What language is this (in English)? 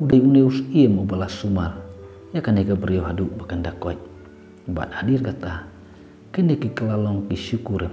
Khasi